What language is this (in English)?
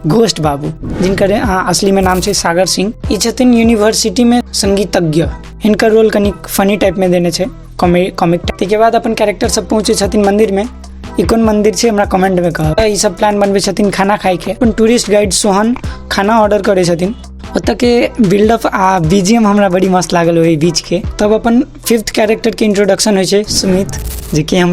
Maithili